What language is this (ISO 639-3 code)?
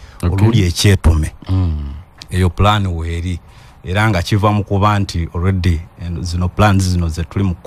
lug